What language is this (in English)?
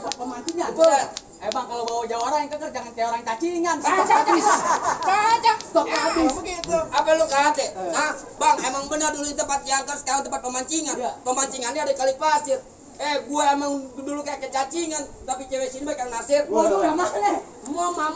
Betawi